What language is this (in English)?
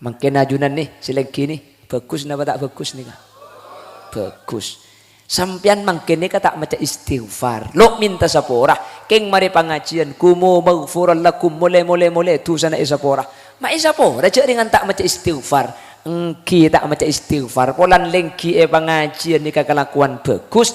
Madurese